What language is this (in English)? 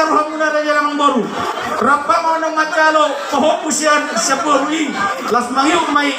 Batak Toba